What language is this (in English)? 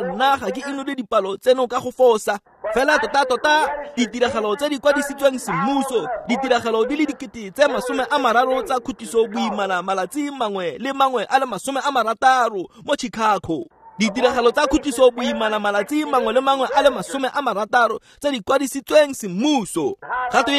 Tswana